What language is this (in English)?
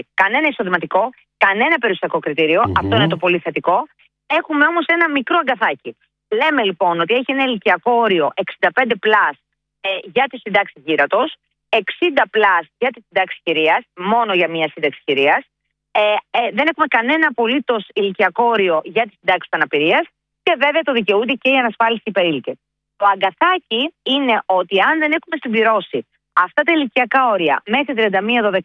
Greek